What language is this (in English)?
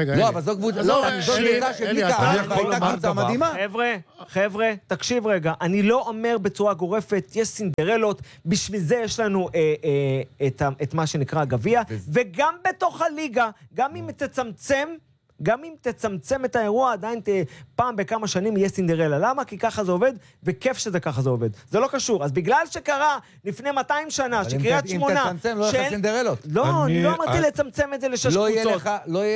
Hebrew